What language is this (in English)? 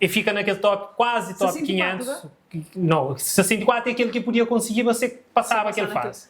Kabuverdianu